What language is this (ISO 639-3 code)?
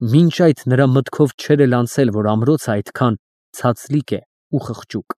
hye